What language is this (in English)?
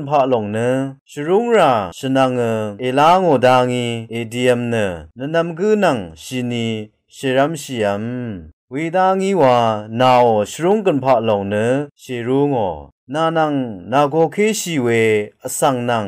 Rawang